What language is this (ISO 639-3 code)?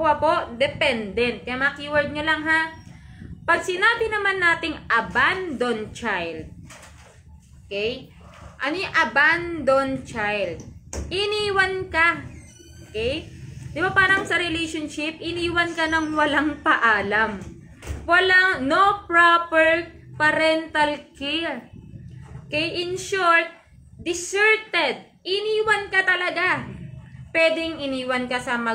fil